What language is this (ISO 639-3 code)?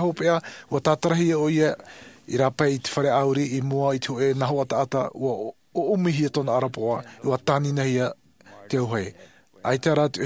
tah